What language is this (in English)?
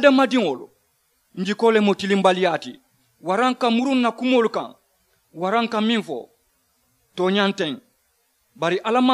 Mandingo